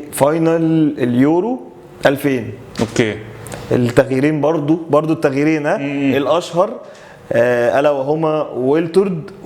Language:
Egyptian Arabic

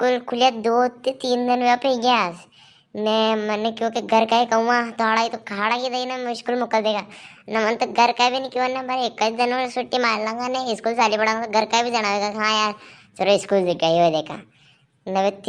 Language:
Rajasthani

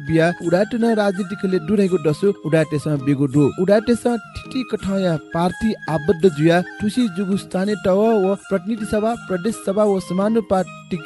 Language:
Newari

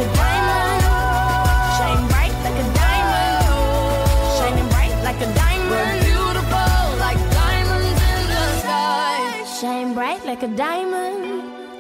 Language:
English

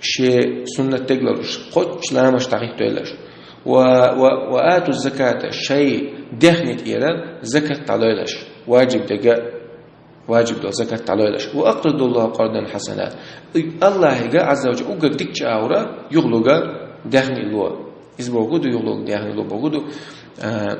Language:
Chechen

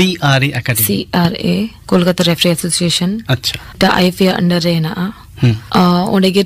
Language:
Santali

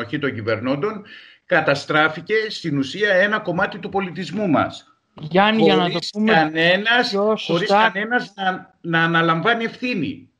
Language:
Greek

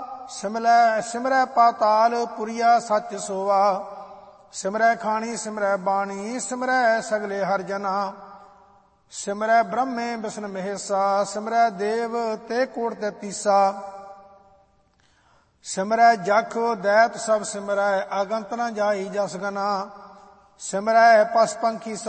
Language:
Punjabi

